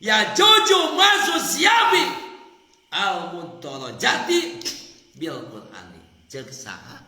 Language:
Sundanese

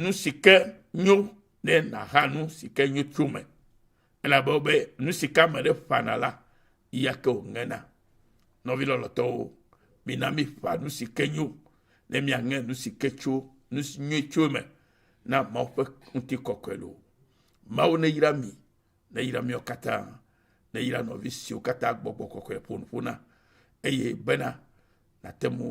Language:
Ewe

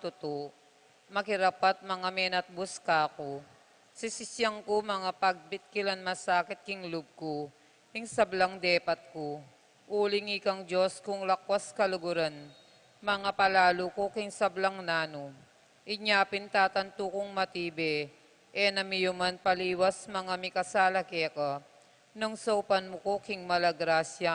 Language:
Pampanga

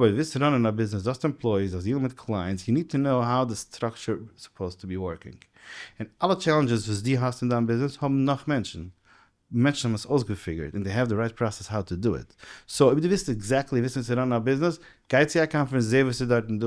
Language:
Yiddish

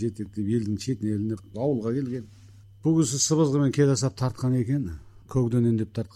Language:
Kazakh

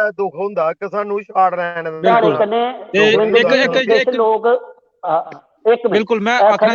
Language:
Dogri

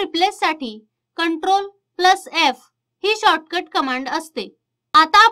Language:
Marathi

